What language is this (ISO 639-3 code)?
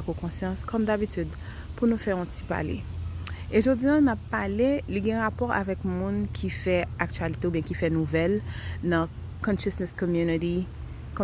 hat